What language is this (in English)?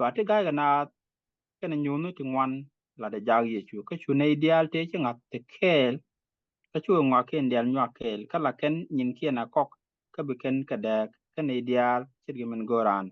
Nuer